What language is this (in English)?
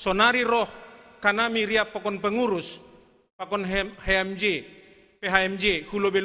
Batak Simalungun